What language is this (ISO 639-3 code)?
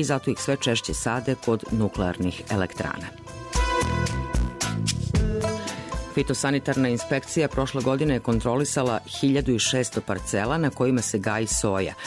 srp